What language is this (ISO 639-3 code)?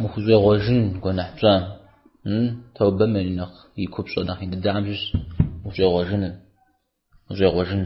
kbd